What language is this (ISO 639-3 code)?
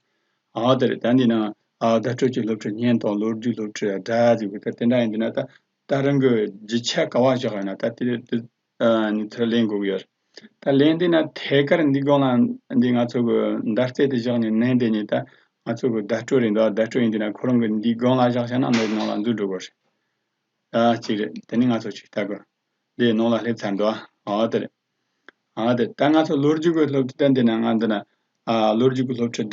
bod